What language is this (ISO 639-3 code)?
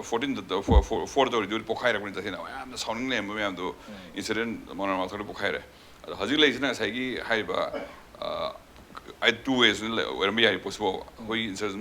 mni